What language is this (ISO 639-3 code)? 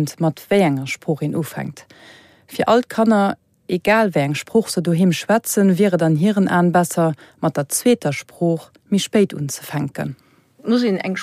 ltz